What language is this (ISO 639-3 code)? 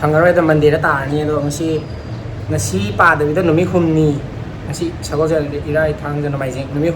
mni